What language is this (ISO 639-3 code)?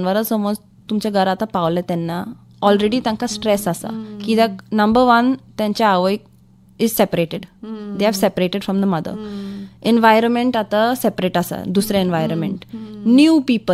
kok